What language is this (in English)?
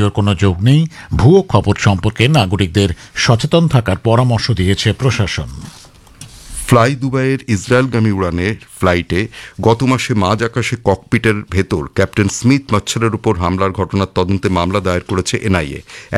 Bangla